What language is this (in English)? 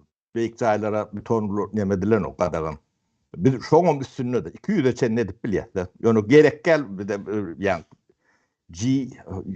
Turkmen